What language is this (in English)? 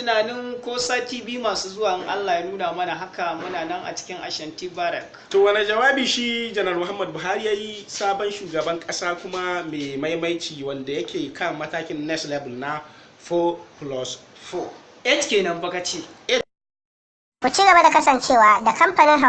Hausa